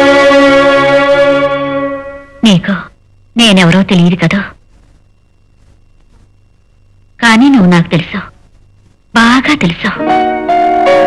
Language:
Telugu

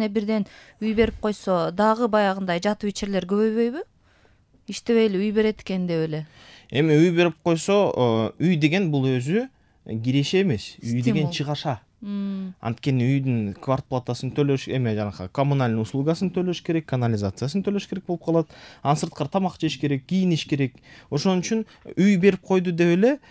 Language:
Kyrgyz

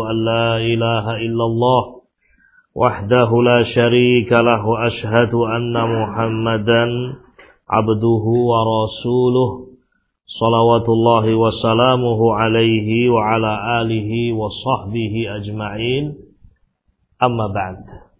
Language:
Indonesian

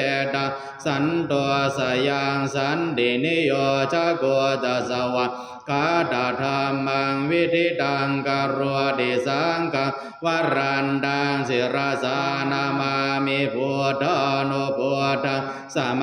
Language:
Pali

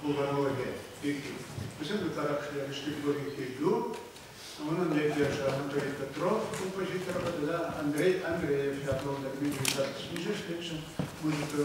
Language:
Chuvash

